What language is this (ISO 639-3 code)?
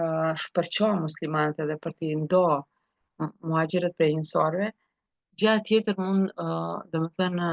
sqi